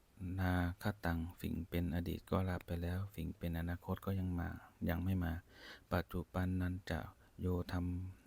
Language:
Pali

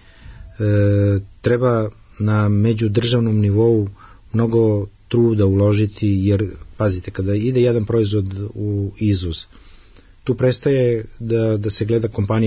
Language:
Serbian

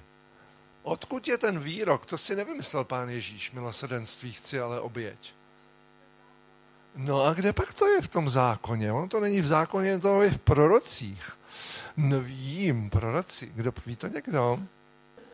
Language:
Czech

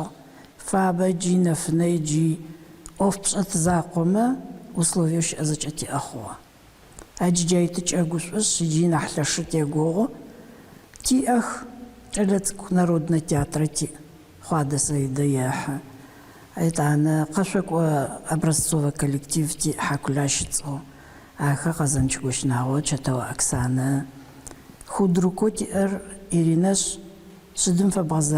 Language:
Adyghe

